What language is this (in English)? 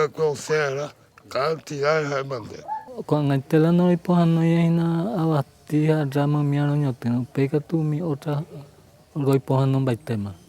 Guarani